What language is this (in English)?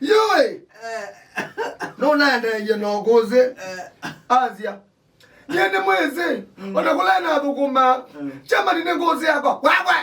Kamba